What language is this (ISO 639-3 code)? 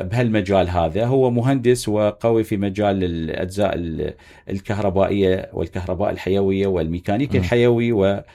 acm